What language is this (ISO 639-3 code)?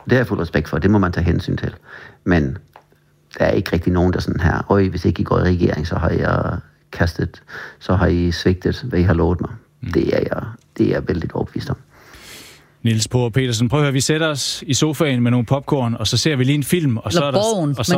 dan